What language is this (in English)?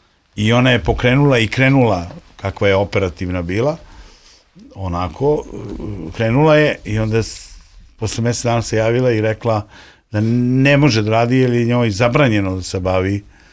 Serbian